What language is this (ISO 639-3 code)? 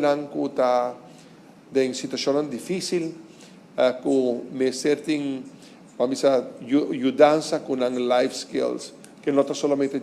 pap